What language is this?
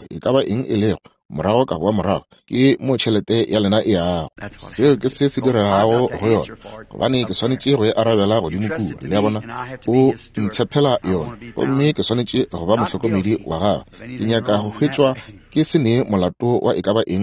Northern Sotho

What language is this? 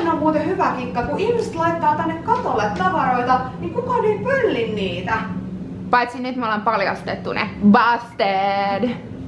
Finnish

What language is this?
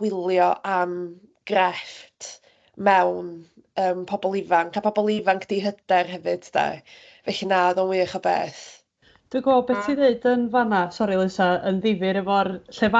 Welsh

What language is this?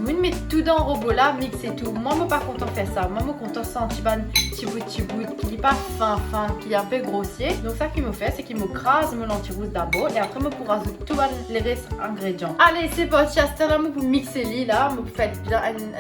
Morisyen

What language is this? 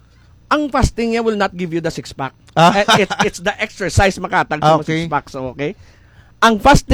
Hiligaynon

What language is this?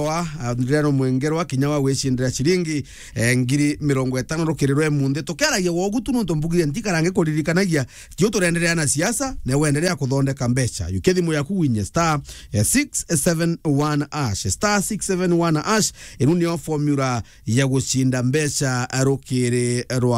Meru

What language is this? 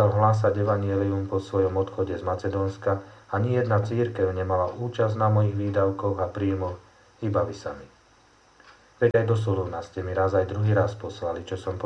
Slovak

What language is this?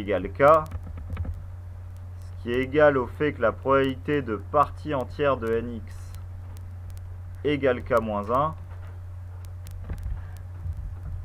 French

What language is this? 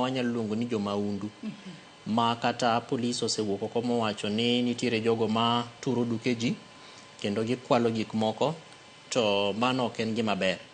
Luo (Kenya and Tanzania)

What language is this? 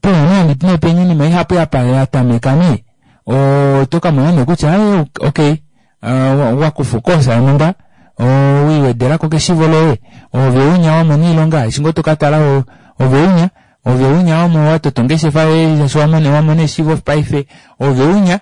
Kuanyama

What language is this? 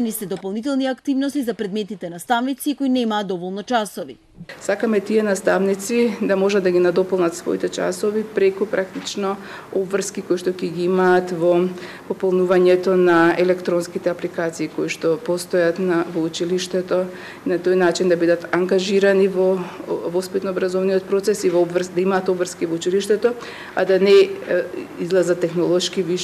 Macedonian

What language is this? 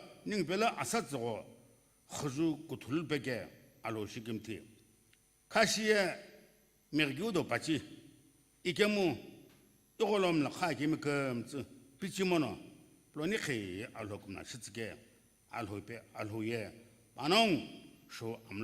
Sumi Naga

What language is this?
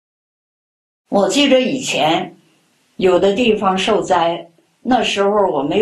Chinese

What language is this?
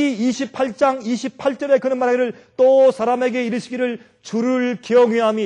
Korean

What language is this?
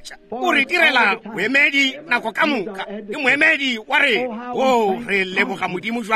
Northern Sotho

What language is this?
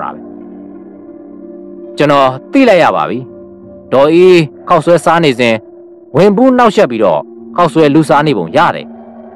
Burmese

